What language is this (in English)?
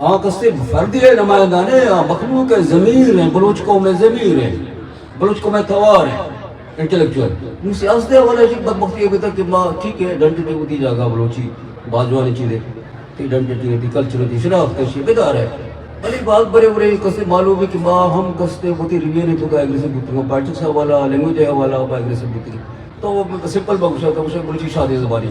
Eastern Balochi